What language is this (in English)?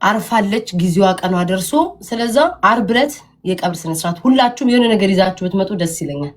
Amharic